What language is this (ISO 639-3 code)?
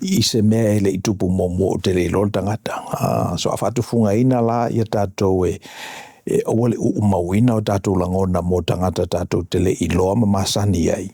smo